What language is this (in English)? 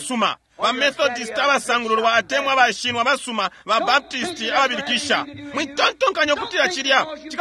Bemba